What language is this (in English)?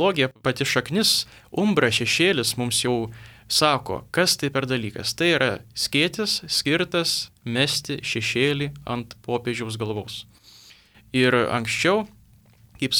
Lithuanian